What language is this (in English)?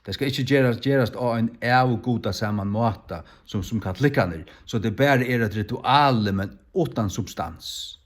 Faroese